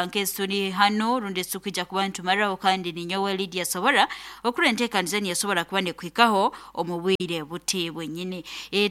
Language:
Nyoro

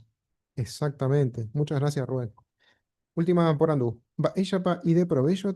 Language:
Guarani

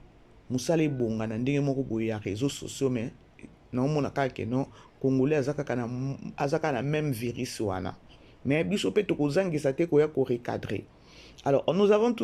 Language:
Lingala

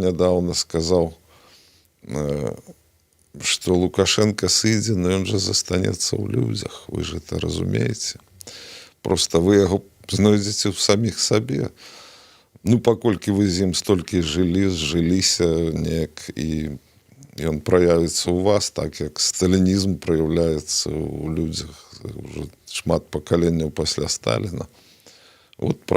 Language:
Belarusian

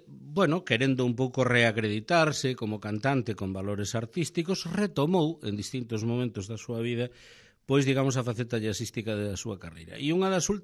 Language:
Galician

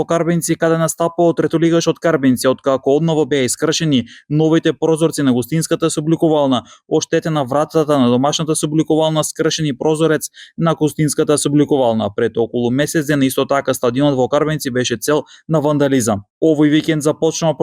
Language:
Macedonian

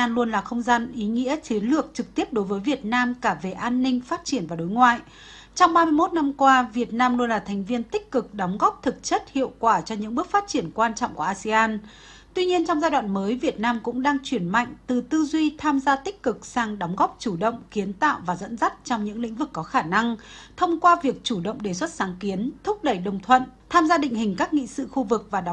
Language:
Vietnamese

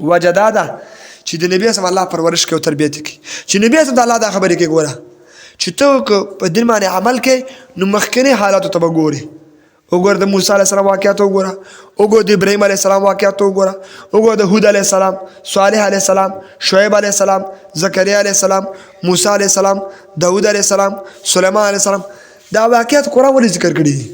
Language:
Pashto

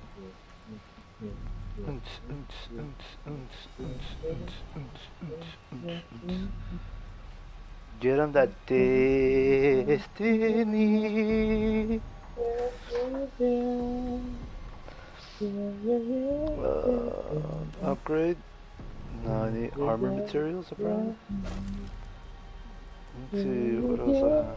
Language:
English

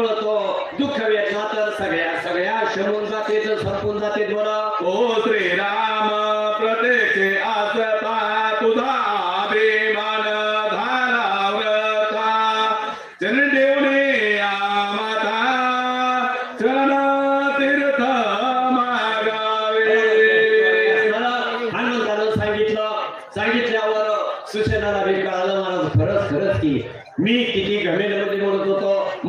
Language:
Marathi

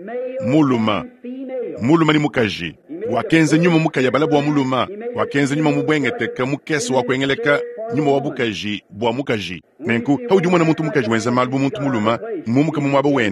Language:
Luba-Lulua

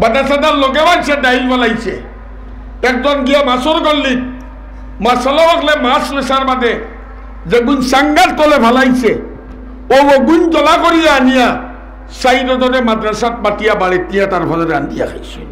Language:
Sylheti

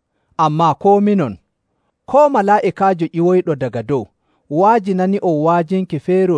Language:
Nigerian Fulfulde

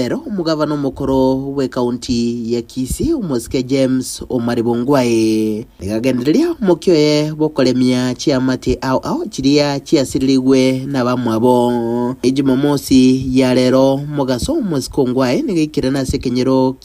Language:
Gusii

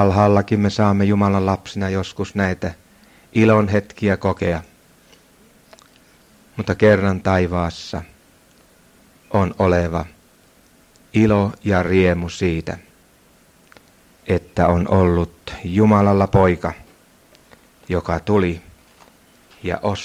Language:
Finnish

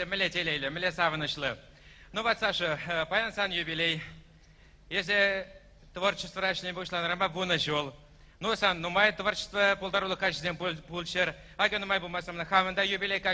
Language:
Chuvash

